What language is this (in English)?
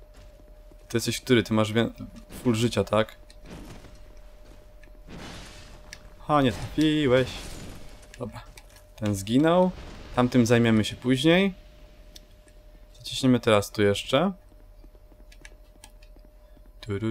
Polish